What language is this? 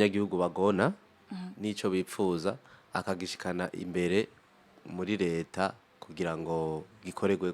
Rundi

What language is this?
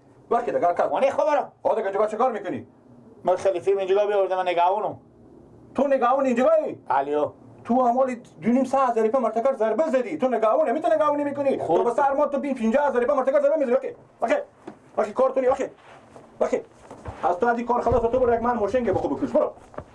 Persian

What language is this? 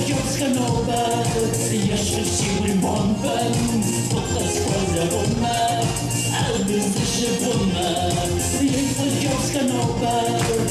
Kabardian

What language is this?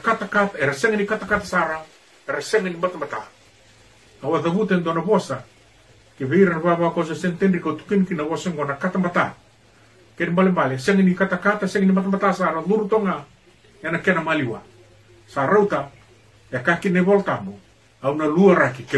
Fijian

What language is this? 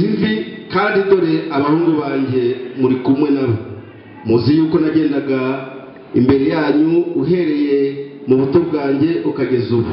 Kinyarwanda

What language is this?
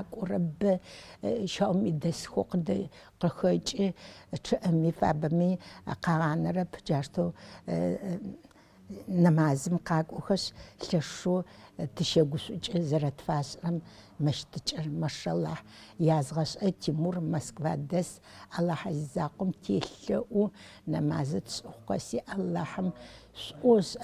Adyghe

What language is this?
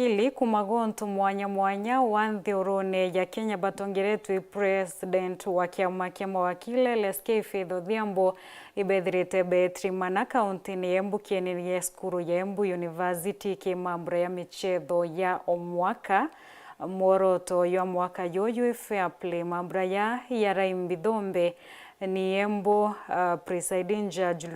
Meru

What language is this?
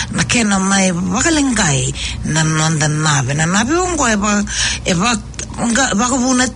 Fijian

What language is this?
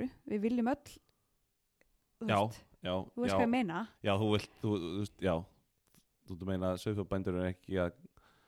Icelandic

